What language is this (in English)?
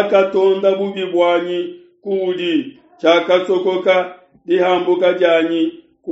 Luba-Lulua